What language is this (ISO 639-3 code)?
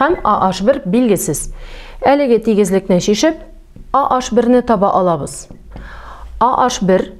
tat